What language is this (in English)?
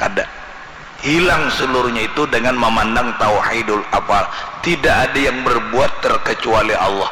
Banjar